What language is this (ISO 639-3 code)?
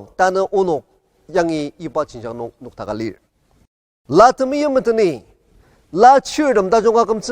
njo